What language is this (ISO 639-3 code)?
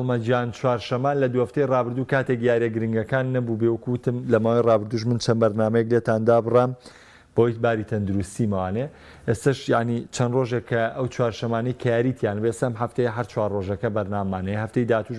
ckb